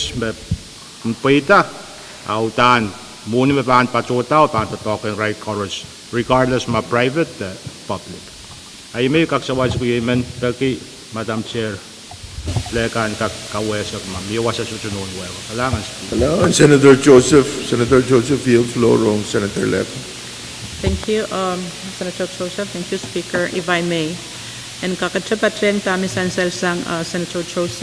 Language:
Pohnpeian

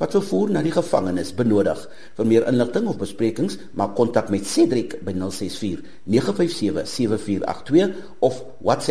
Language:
Afrikaans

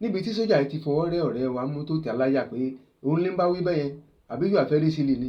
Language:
Yoruba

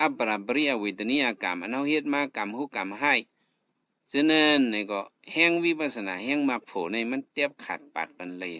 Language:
Shan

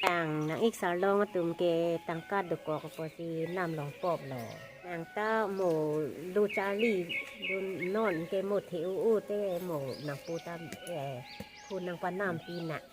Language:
Karbi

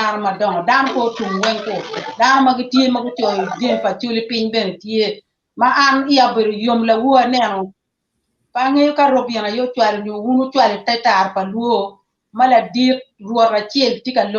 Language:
Acoli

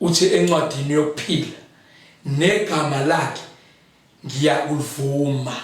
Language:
Zulu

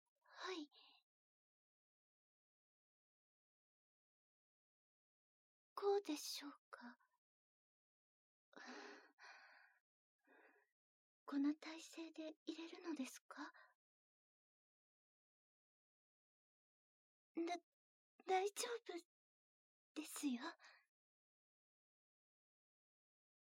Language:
Japanese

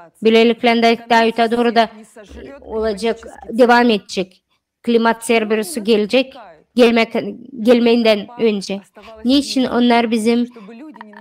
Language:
Gagauz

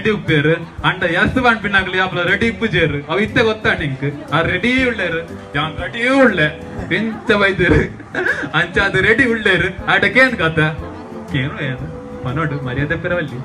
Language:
Tulu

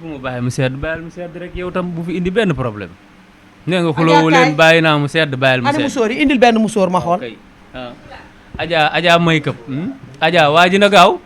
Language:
Wolof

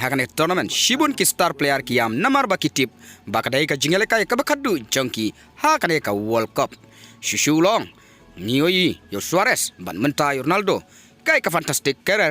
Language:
Khasi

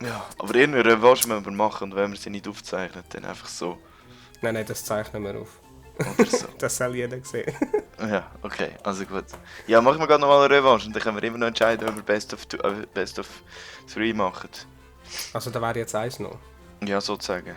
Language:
Swiss German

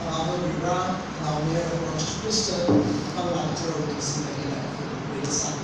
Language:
Tangkhul Naga (India)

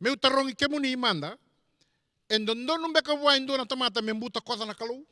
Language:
Fijian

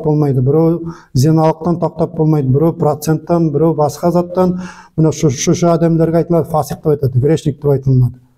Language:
Nogai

